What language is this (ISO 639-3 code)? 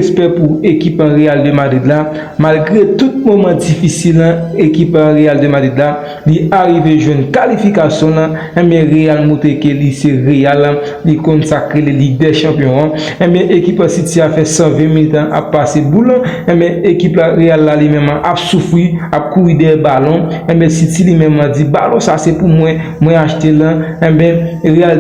hat